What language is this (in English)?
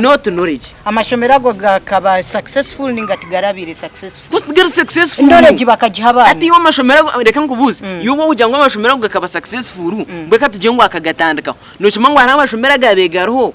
Nyankole